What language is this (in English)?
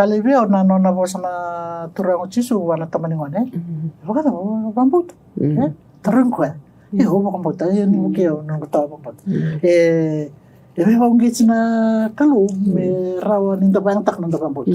Fijian